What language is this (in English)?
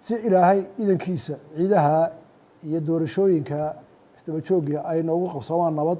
Somali